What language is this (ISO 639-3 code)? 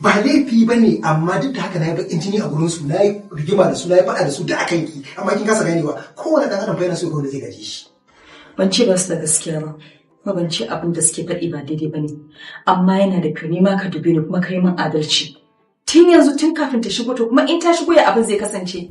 hau